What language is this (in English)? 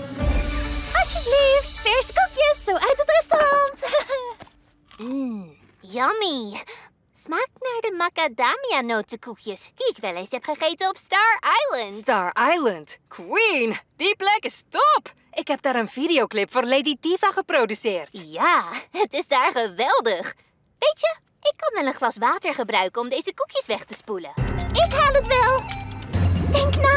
Dutch